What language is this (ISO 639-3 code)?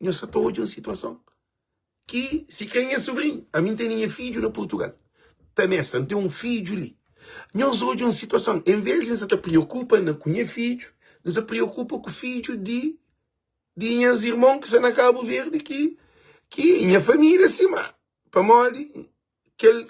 kea